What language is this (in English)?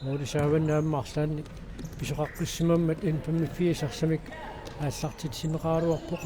Kalaallisut